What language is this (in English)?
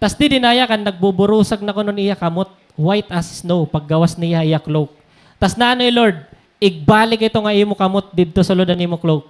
Waray